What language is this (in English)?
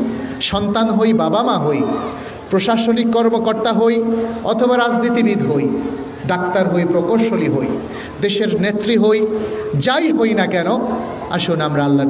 Bangla